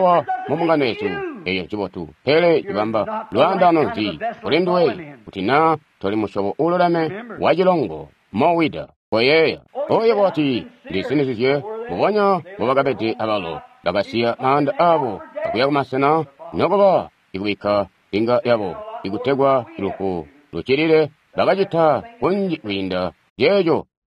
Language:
Tonga (Zambia)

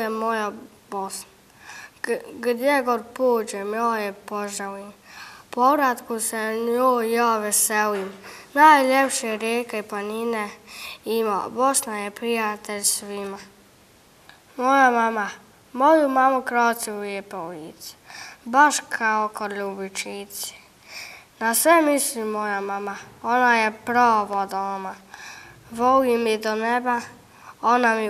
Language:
Bosnian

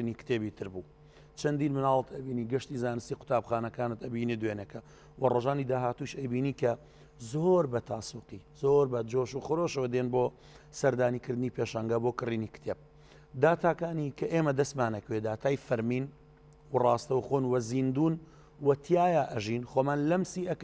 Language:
Central Kurdish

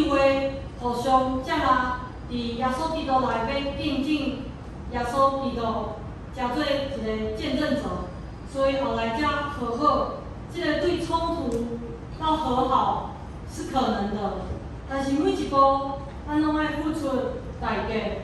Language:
Min Nan Chinese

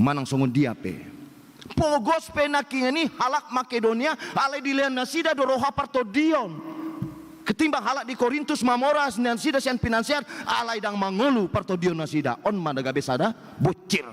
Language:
Batak Toba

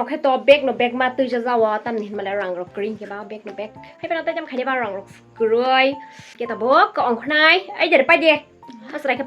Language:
Kok Borok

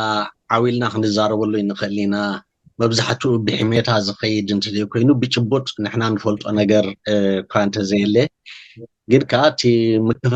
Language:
Tigrinya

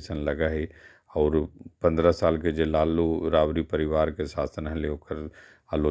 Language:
Magahi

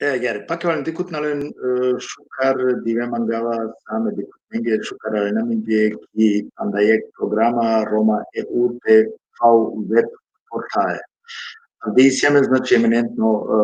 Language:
Balkan Romani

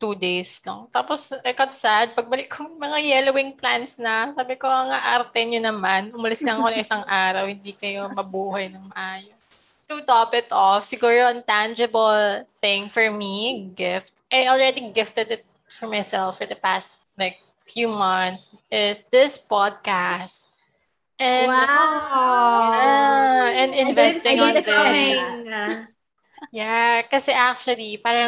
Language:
Filipino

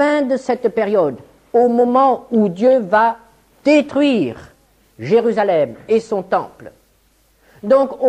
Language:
French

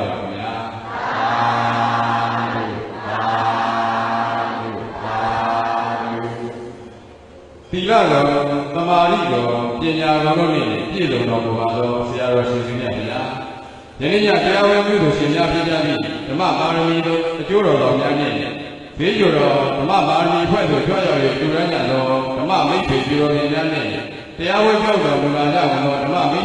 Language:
Burmese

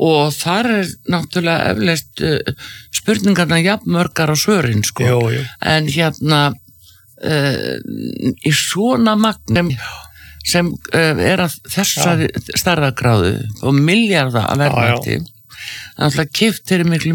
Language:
Icelandic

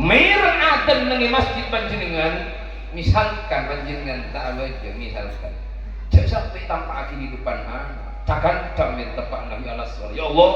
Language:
Madurese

